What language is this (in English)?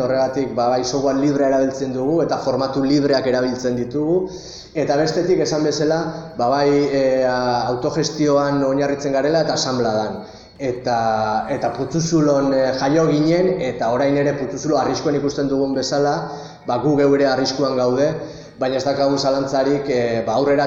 Basque